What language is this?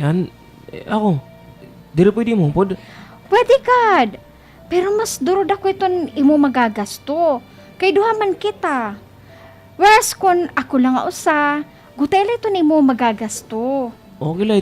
Waray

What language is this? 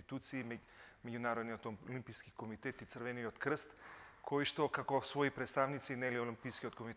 Macedonian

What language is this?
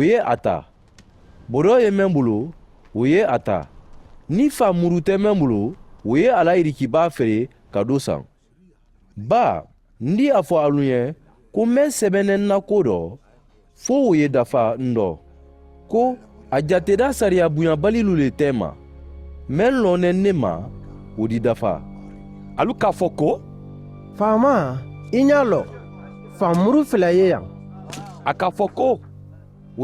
Mandingo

